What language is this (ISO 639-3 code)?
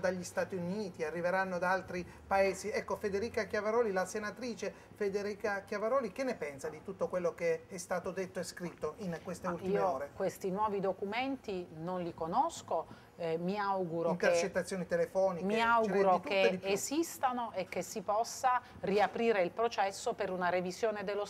ita